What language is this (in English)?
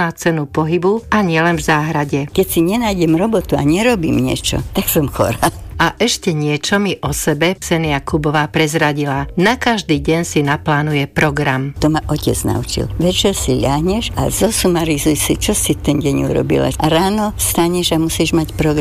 Slovak